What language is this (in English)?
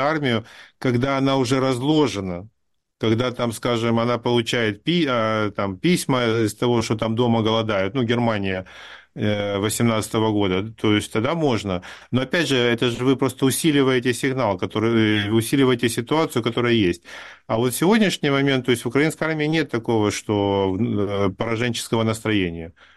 Russian